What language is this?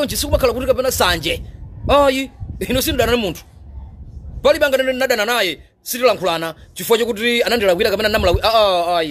Nyanja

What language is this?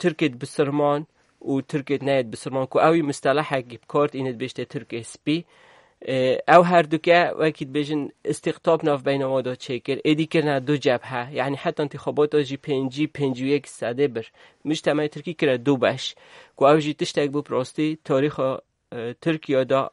Kurdish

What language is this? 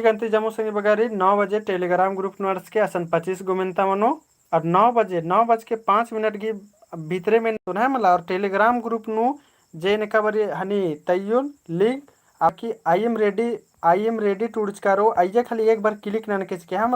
Kurukh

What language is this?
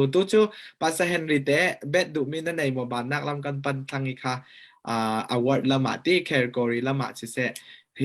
Falam Chin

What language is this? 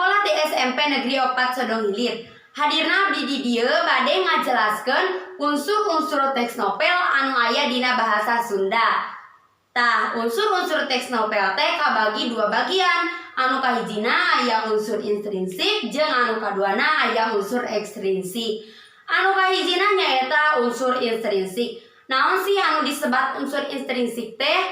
Sundanese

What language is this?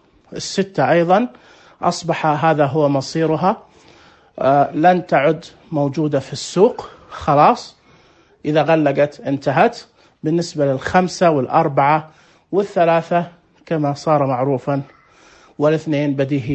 Najdi Arabic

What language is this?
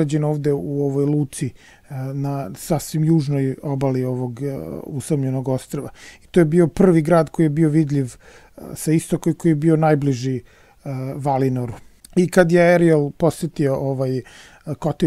Serbian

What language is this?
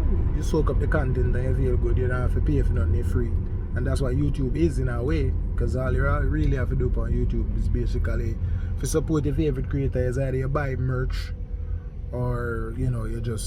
Jamaican Creole English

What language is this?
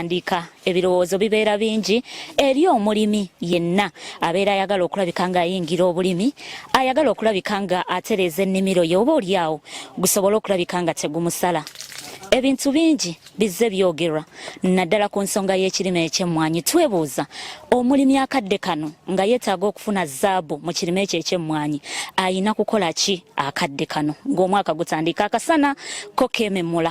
Ganda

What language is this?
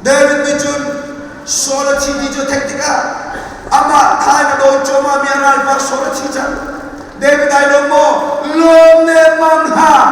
Hakha Chin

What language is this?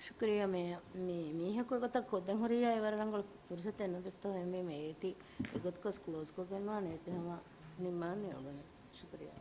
Divehi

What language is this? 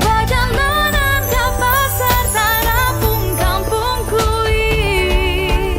Banjar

